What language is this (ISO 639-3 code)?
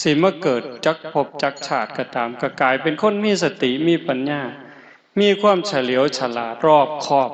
tts